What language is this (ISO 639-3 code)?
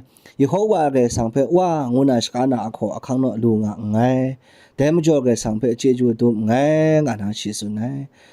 kac